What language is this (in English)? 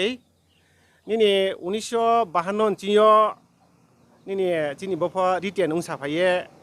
Riang (India)